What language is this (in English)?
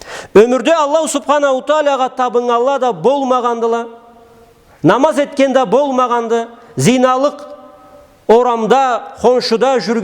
Karachay-Balkar